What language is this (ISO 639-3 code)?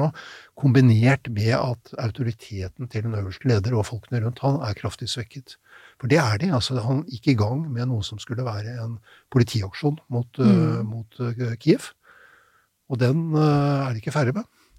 nor